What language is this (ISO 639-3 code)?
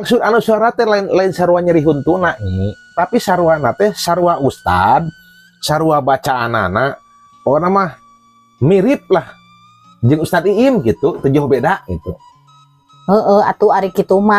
sun